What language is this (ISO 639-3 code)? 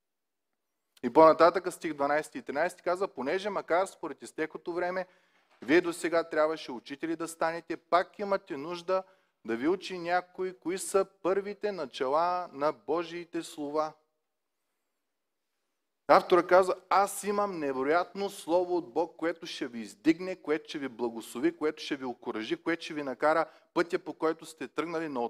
bul